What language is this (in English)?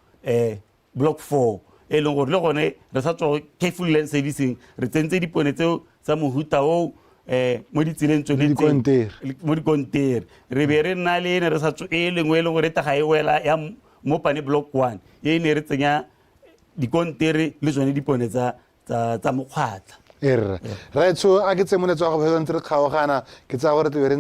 Tswana